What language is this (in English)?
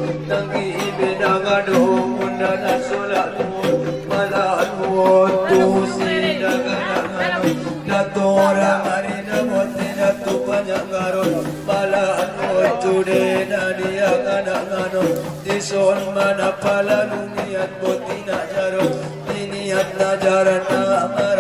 Batak Angkola